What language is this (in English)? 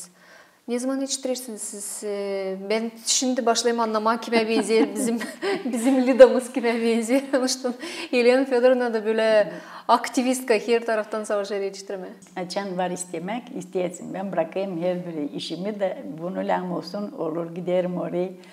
Gagauz